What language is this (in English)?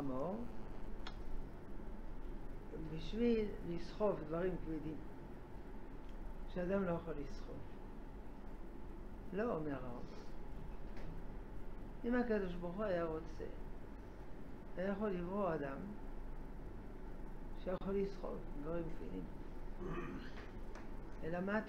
Hebrew